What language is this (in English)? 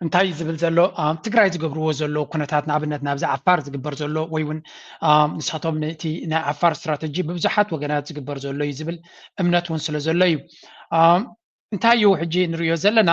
Tigrinya